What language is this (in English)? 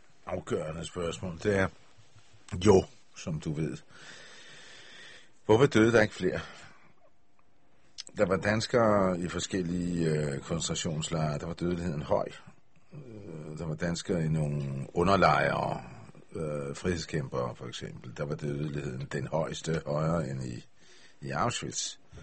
Danish